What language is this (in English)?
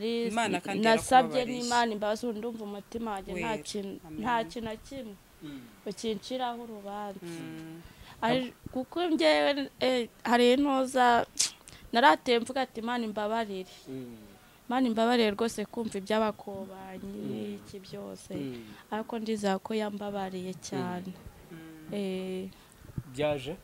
Kinyarwanda